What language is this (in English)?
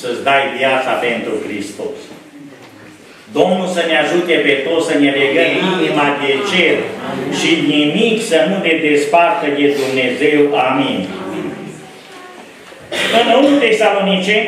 Romanian